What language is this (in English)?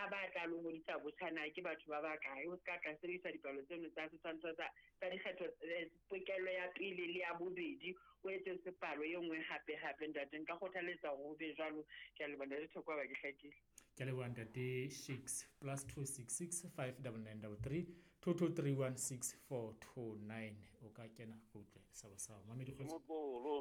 Southern Sotho